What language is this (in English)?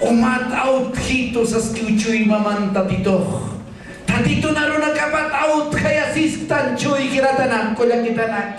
Aymara